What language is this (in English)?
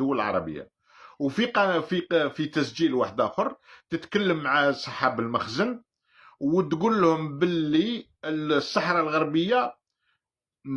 Algerian Arabic